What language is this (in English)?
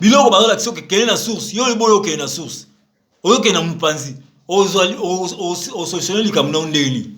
Lingala